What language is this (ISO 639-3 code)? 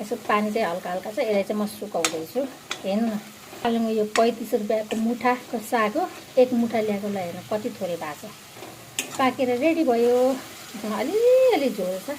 nep